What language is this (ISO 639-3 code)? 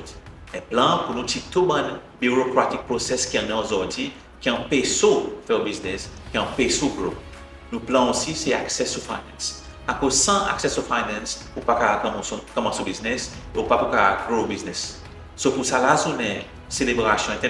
crs